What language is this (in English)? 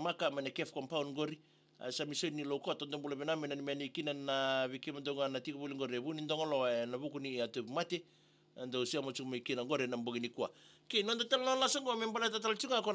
Fijian